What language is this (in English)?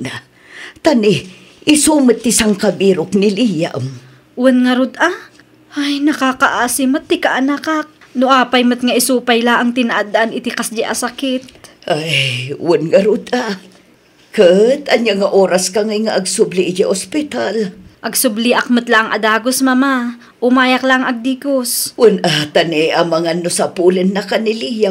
Iloko